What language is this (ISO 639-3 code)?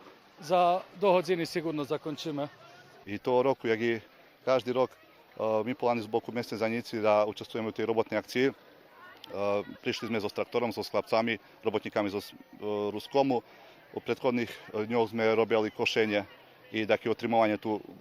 rue